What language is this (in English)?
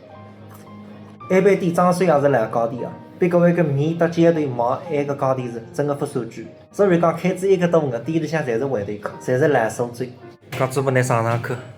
Wu Chinese